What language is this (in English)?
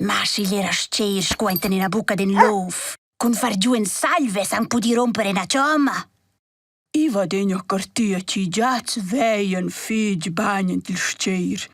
Romansh